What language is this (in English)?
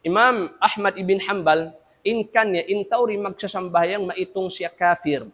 Tausug